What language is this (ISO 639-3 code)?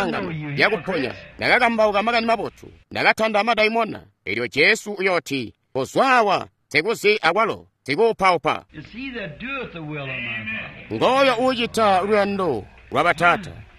toi